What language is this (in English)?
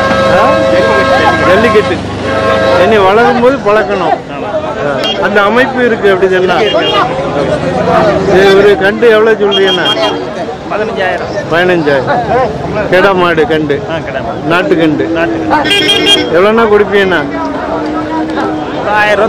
Tamil